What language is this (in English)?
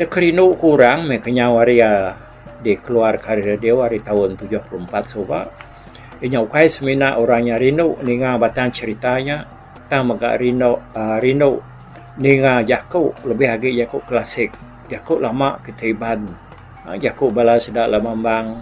Iban